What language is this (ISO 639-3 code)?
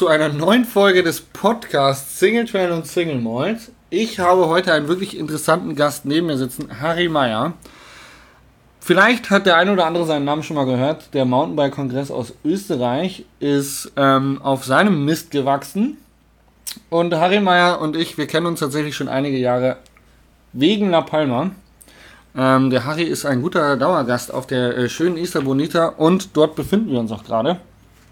deu